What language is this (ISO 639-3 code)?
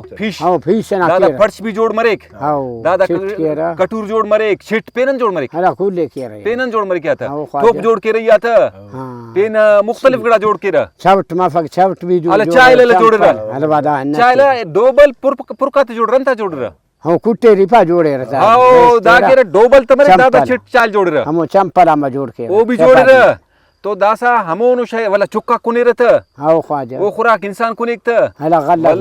brh